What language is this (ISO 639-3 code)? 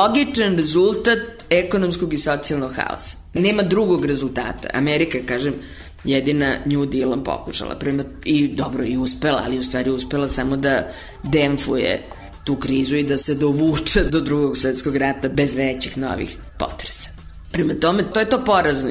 srp